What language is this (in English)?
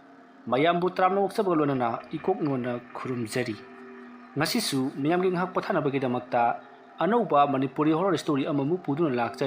Manipuri